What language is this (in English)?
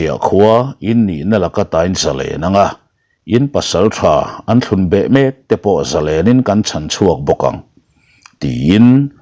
Mizo